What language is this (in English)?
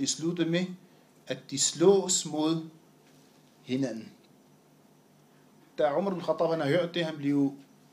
Danish